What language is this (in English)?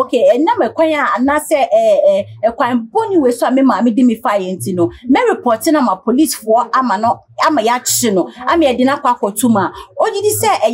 Akan